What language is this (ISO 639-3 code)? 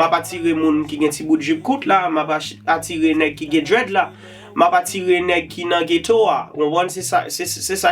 hat